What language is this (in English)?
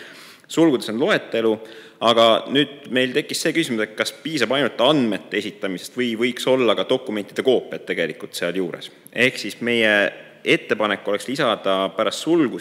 Estonian